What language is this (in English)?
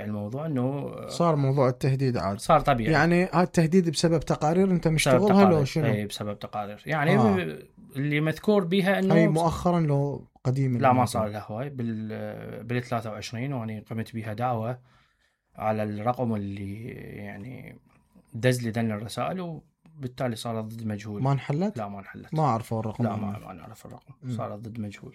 Mesopotamian Arabic